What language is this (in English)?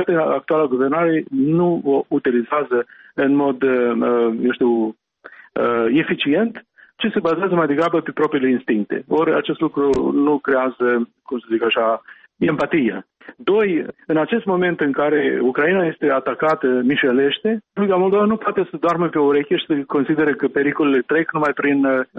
Romanian